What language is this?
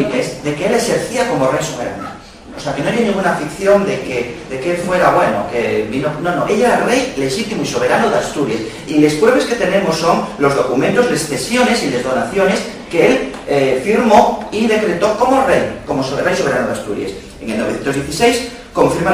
Asturian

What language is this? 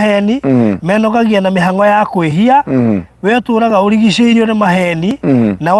Kikuyu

